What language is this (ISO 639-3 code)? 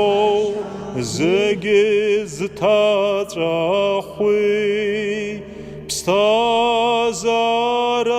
abk